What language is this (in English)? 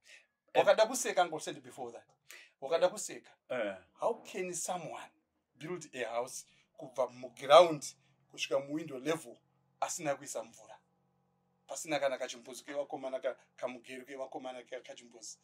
Shona